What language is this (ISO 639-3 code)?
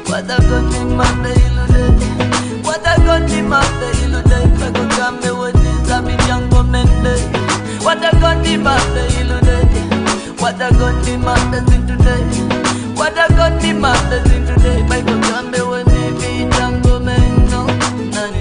ful